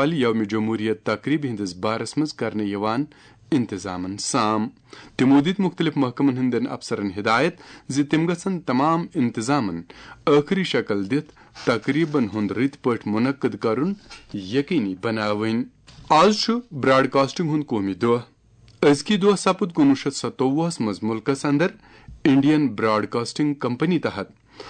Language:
Kashmiri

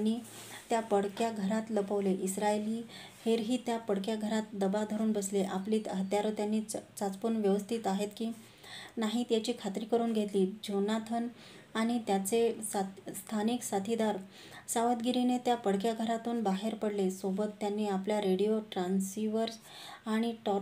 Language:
Marathi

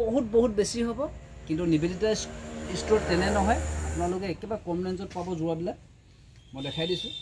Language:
Assamese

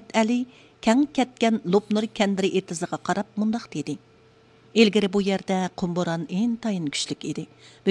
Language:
Uyghur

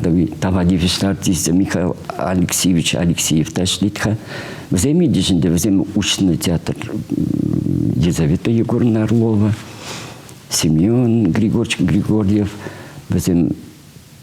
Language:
Chuvash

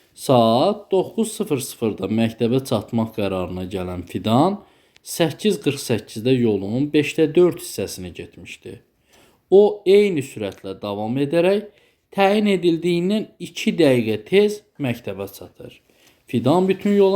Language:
Azerbaijani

